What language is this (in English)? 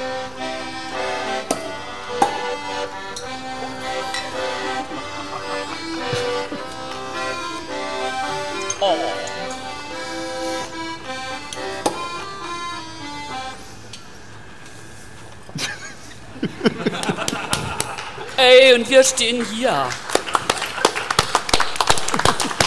German